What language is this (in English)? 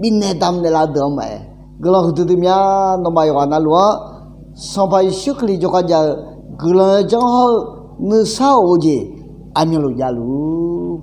Akha